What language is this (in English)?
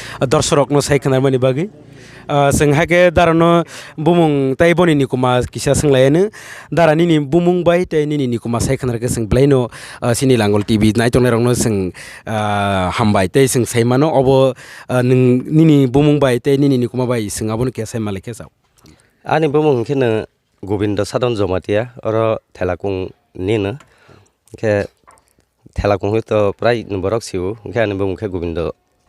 Kok Borok